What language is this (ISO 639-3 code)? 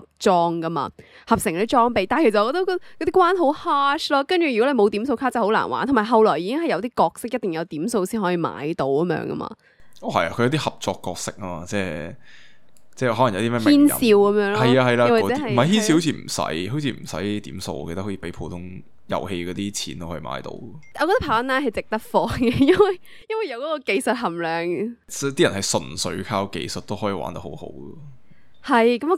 yue